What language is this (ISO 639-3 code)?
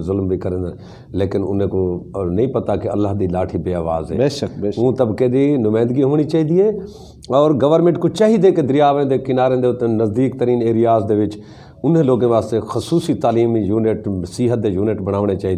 skr